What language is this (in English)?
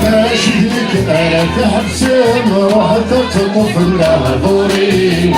Kabyle